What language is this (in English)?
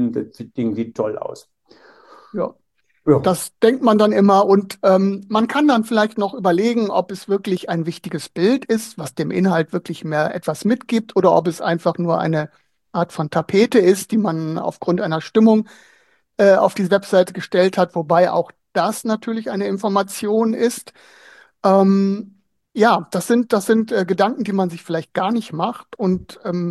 German